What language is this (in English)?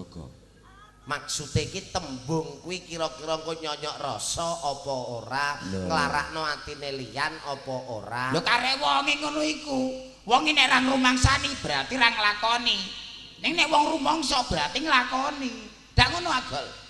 Javanese